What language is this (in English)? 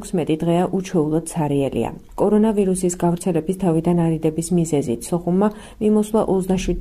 Georgian